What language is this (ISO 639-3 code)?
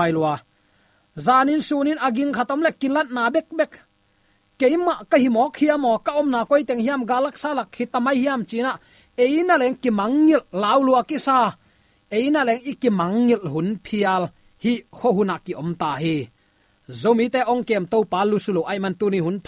ctd